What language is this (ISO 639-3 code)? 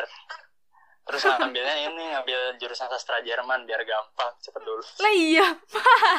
ind